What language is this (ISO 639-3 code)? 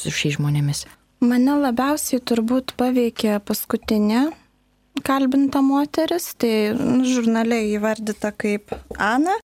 lit